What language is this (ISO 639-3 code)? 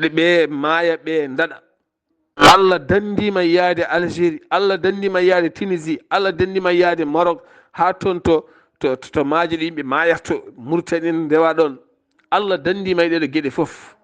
ful